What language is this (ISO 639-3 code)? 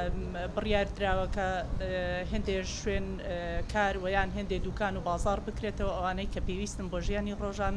ckb